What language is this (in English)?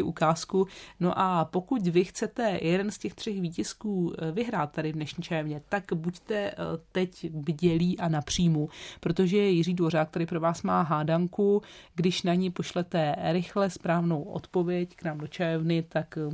Czech